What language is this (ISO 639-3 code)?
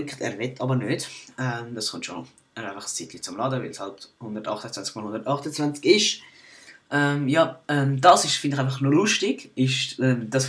gsw